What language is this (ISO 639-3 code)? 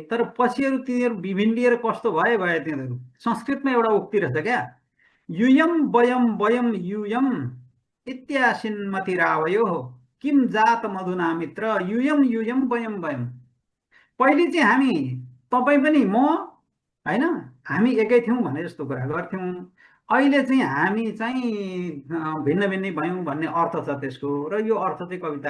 nep